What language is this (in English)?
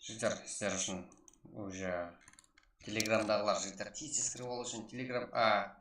Kara-Kalpak